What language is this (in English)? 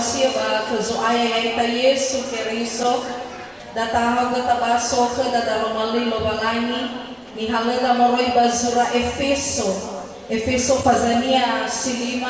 Nias